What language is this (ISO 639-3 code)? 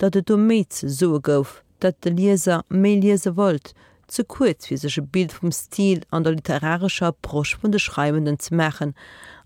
ltz